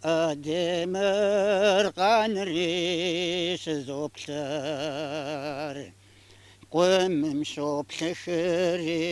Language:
Kabardian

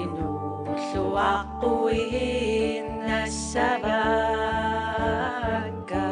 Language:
Kalaallisut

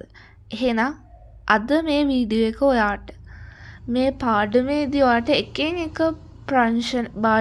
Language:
Sinhala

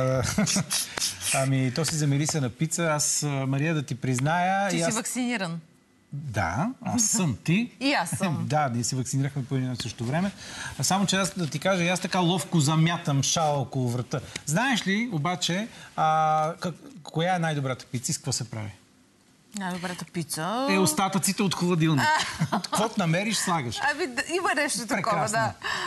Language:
Bulgarian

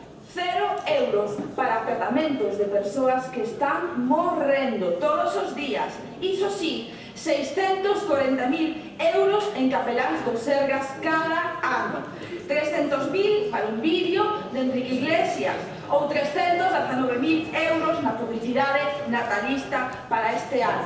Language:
Galician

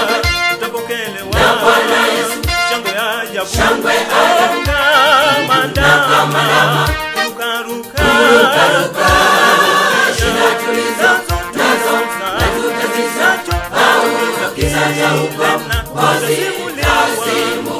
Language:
Swahili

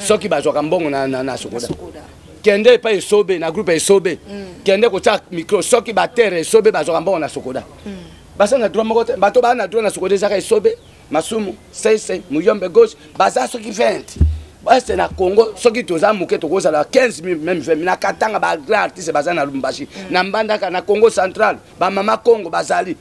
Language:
Lingala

